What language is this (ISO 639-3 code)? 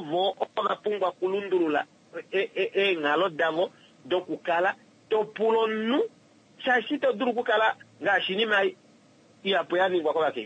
kua